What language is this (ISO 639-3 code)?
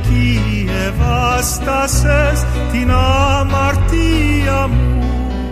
ell